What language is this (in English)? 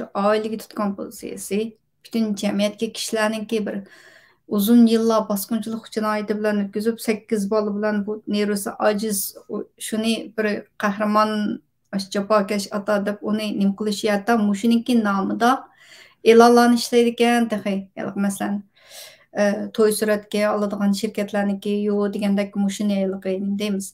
Uyghur